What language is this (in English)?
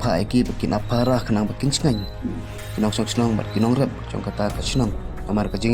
Khasi